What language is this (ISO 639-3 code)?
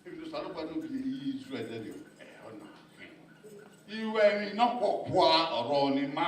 bin